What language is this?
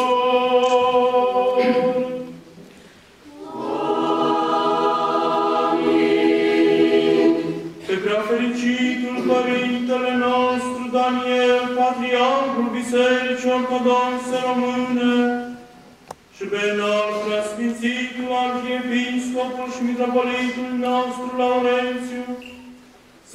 Romanian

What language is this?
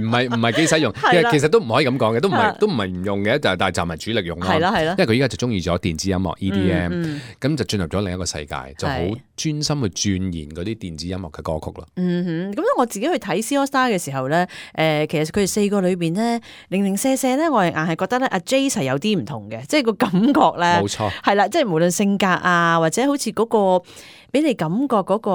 Cantonese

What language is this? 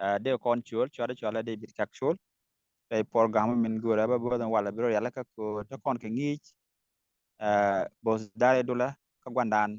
Nuer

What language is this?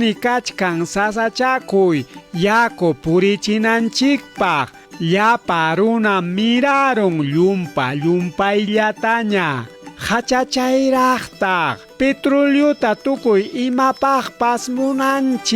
Ayacucho Quechua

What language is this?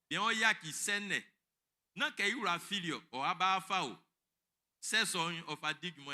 Baoulé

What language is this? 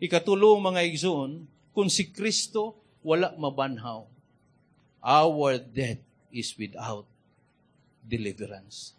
Cebuano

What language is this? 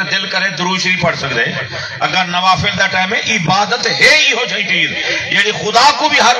Saraiki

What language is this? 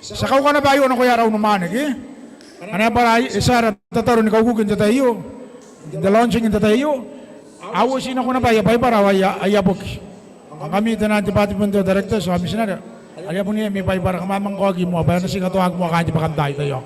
Gilbertese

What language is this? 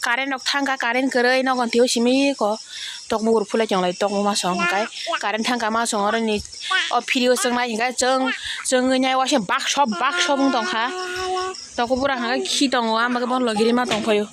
Kok Borok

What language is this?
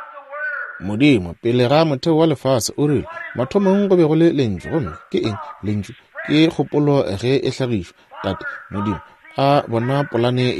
Northern Sotho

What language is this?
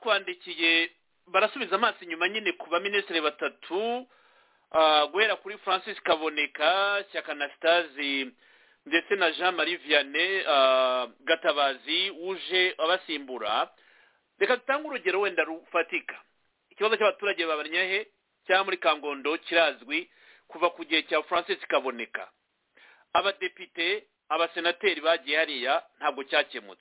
Kinyarwanda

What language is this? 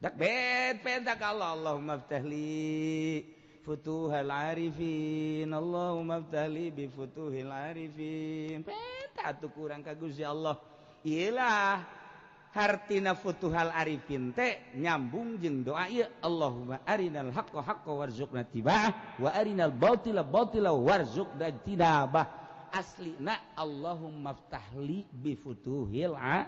Sundanese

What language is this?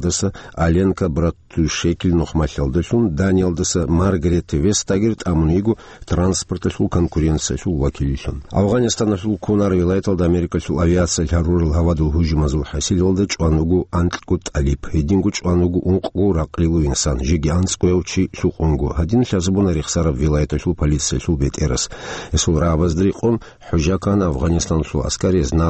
Avaric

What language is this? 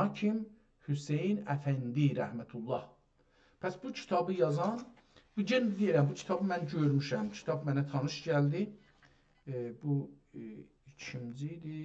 South Azerbaijani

